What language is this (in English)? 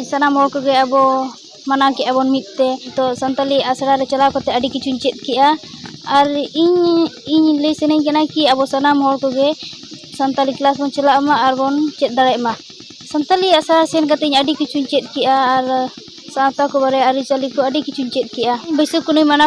Santali